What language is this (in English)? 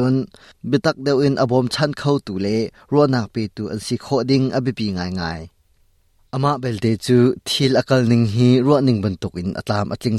Hakha Chin